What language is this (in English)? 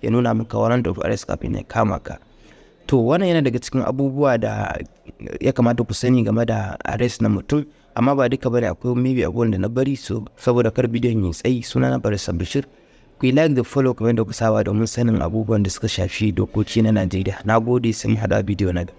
Hausa